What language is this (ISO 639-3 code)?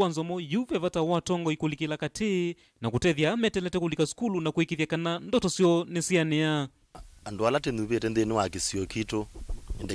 kam